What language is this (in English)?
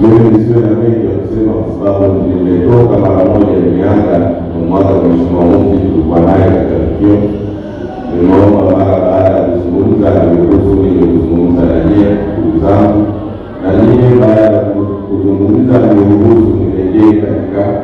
Swahili